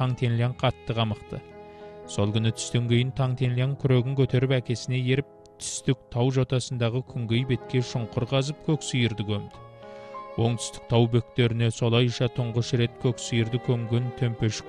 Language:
Kazakh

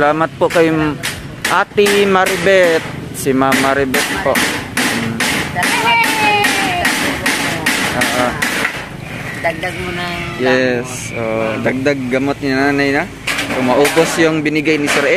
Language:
Filipino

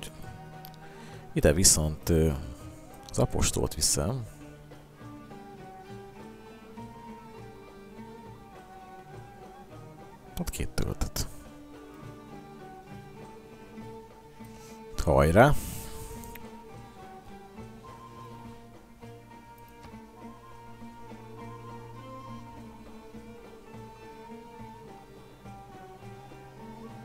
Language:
Hungarian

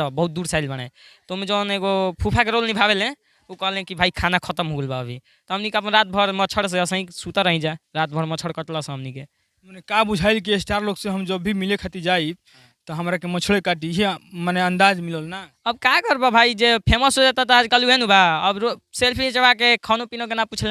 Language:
Bhojpuri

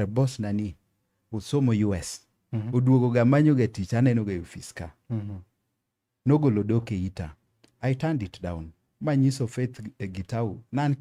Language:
Luo (Kenya and Tanzania)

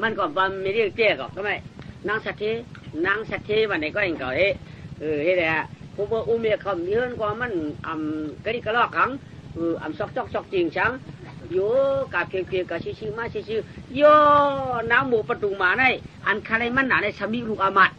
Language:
Shan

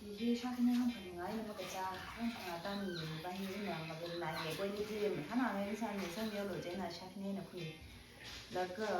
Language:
Tangkhul Naga (India)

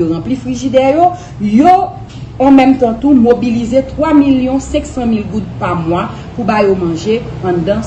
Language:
Haitian Creole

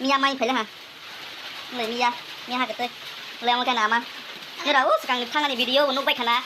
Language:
Kok Borok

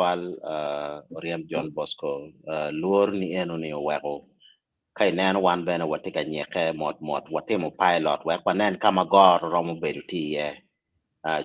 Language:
Acoli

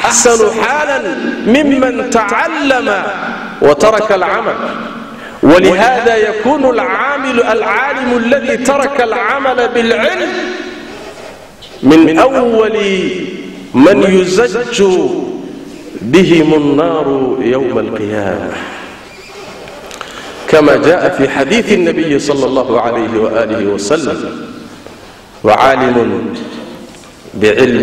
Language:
Arabic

